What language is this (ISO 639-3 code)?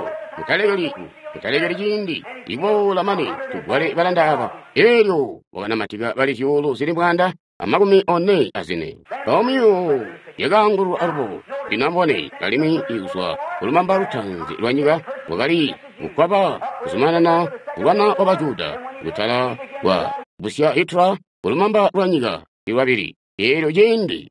toi